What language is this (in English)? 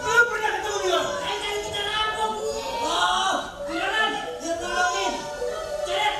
Betawi